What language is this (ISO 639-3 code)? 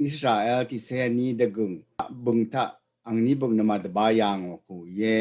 raw